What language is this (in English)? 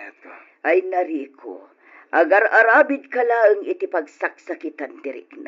Iloko